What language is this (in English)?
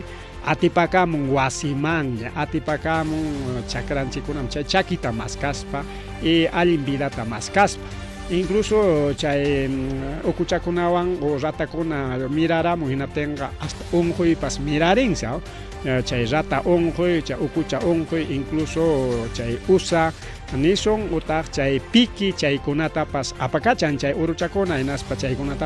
Ayacucho Quechua